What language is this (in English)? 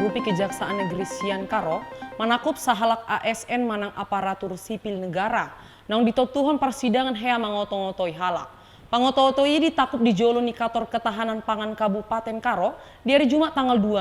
Batak Toba